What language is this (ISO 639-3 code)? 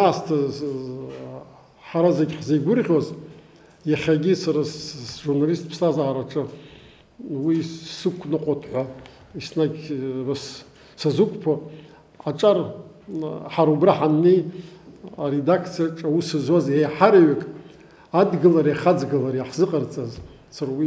abk